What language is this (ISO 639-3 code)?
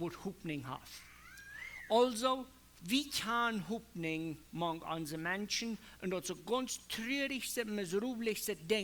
pdt